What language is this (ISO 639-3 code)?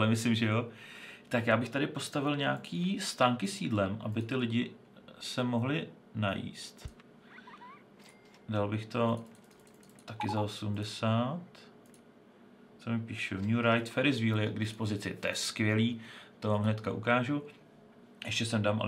ces